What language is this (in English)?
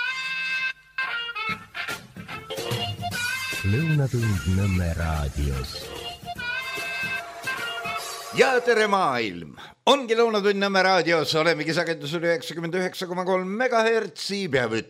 Estonian